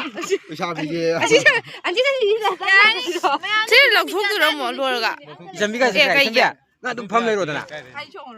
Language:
Manipuri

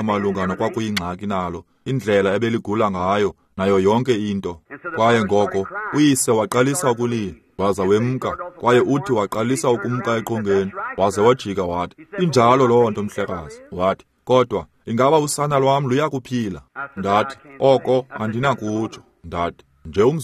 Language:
Xhosa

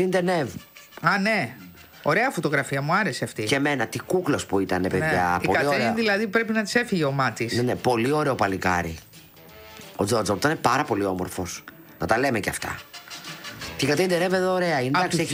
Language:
Greek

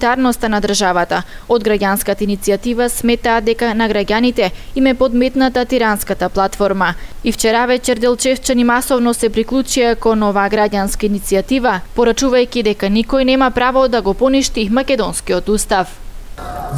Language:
Macedonian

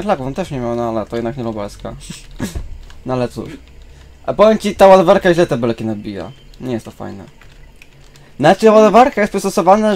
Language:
Polish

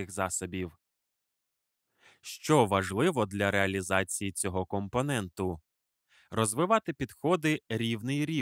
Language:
Ukrainian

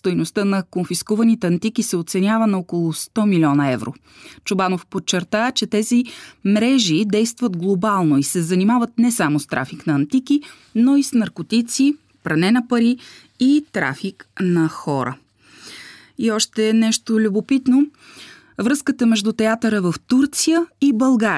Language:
Bulgarian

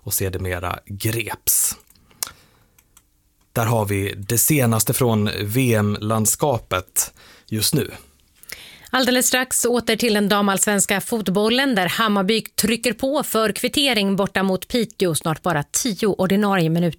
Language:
Swedish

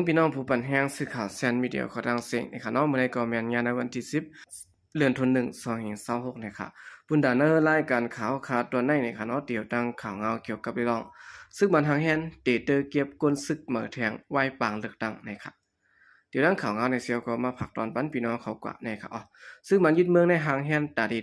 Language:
Shan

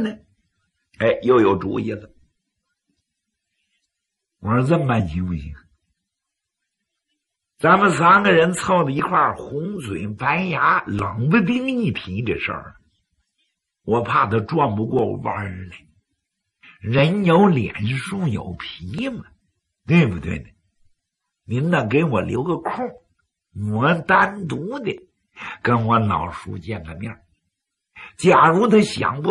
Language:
Chinese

